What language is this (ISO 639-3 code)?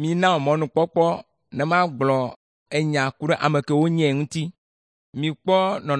ewe